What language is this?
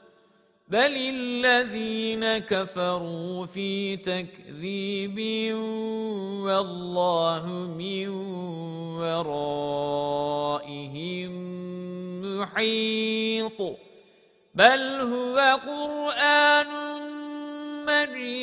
Arabic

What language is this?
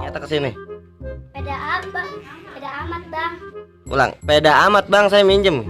Betawi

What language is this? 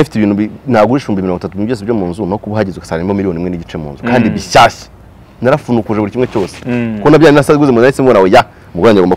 Kinyarwanda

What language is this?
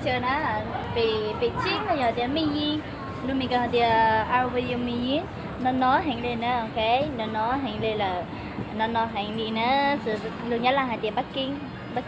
Hmong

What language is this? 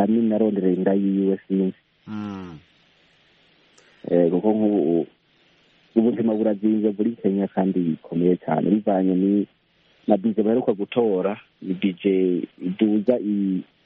Kinyarwanda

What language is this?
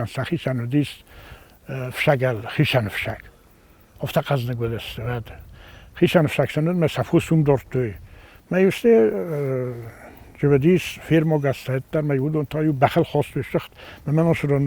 Ossetic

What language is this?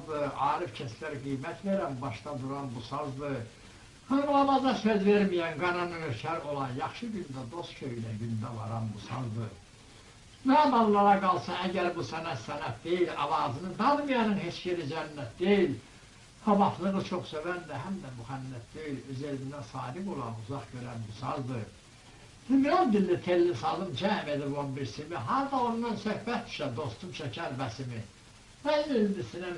South Azerbaijani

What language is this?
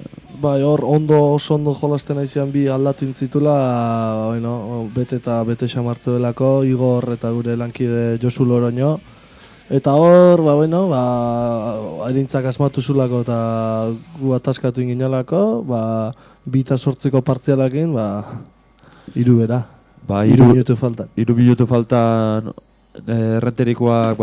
Basque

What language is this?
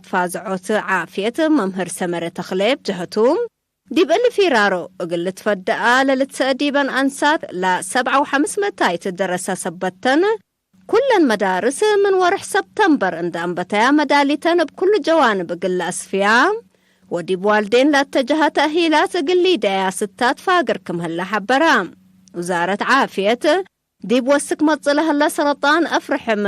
Tigre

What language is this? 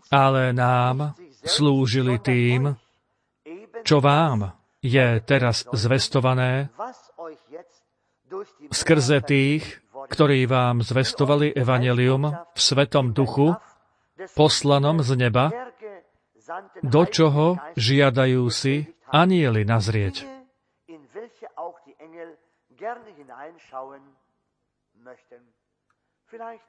Slovak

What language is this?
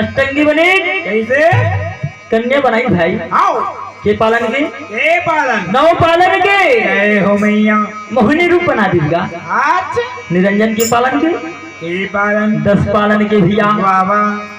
Chhattisgarhi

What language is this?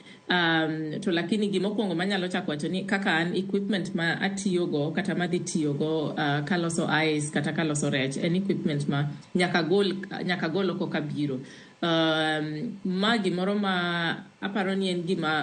Luo (Kenya and Tanzania)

